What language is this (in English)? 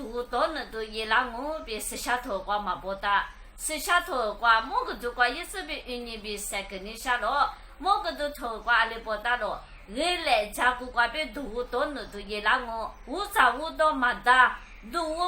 Lisu